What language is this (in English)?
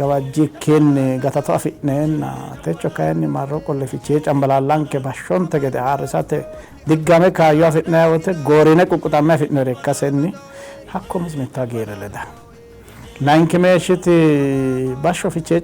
Sidamo